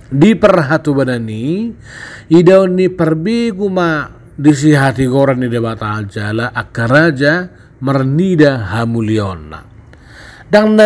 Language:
Batak Toba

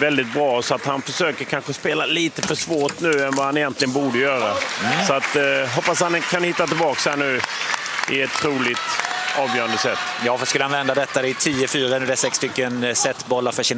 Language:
Swedish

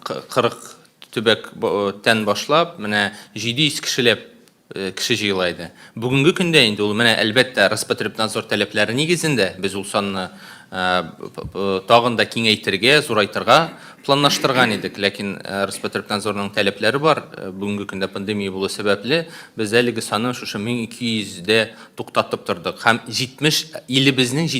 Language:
Tatar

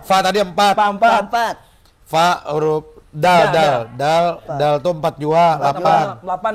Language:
Banjar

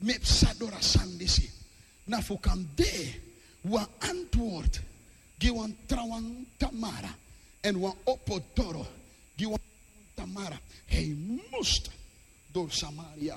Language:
Sranan Tongo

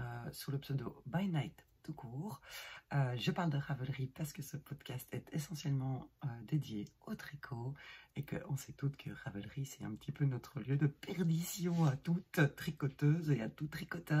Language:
French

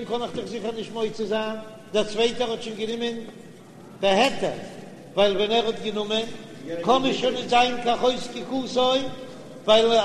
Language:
Yiddish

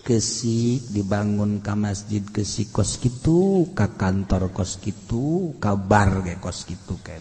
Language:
Sundanese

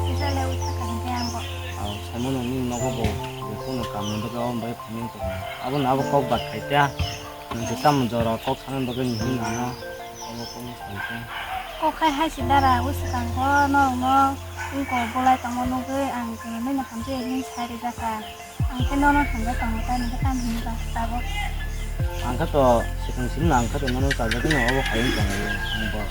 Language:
Kok Borok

